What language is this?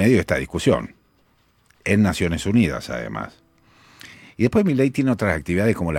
Spanish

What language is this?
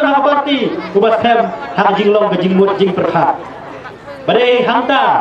Khasi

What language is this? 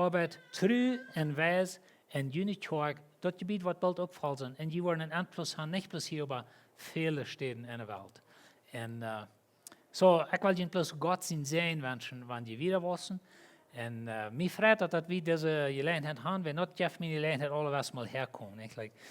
Plautdietsch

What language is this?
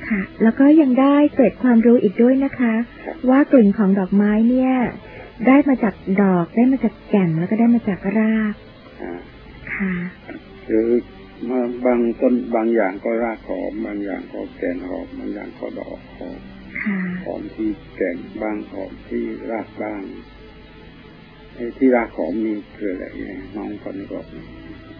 Thai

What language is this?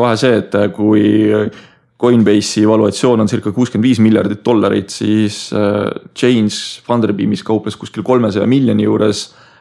Estonian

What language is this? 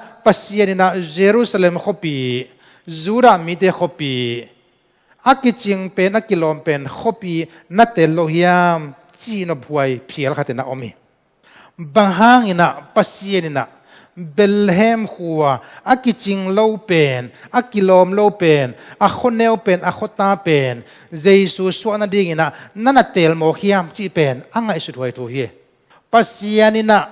Tedim Chin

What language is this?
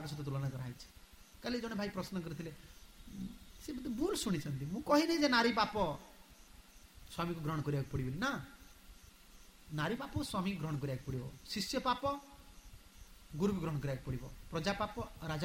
Odia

